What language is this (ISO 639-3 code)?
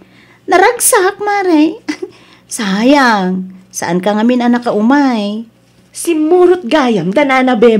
ilo